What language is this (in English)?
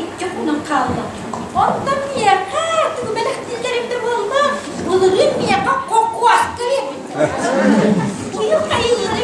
Yakut